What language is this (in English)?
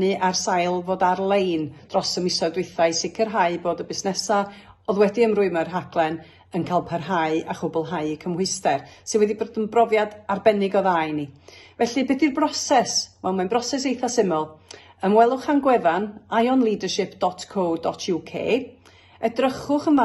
Welsh